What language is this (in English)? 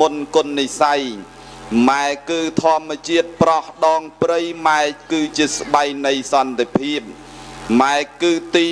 Khmer